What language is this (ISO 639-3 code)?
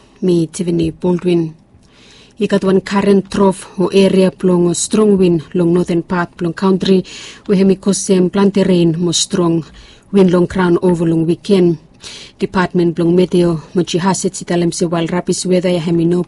bis